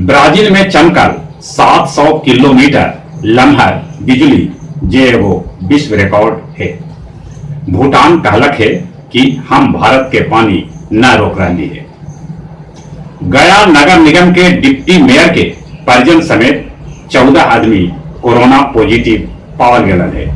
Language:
Magahi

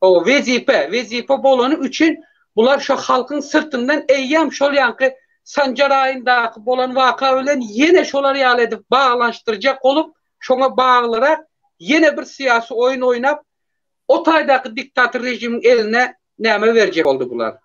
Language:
Turkmen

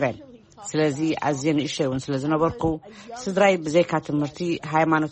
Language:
Tigrinya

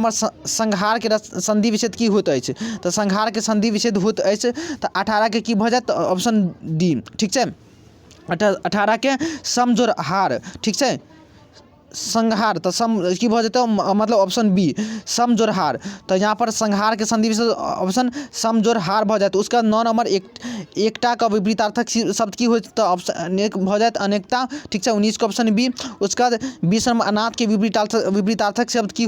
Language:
Maithili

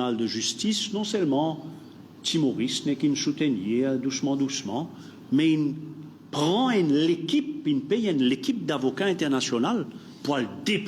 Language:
Morisyen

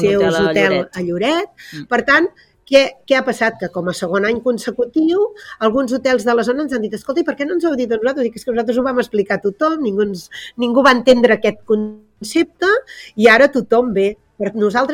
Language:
Catalan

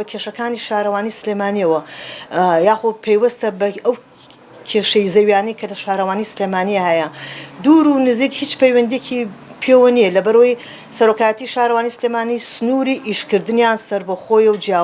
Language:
Central Kurdish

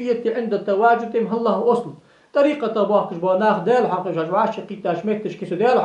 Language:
Ingush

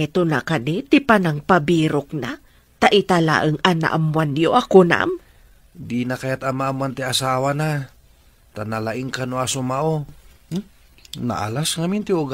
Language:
Iloko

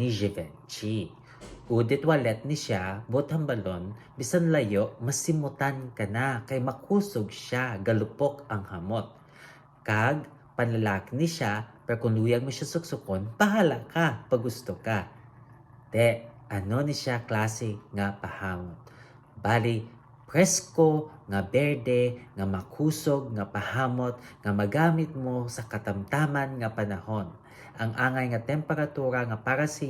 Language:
Hiligaynon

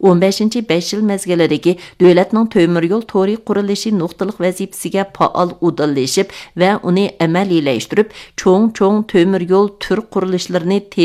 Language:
Uyghur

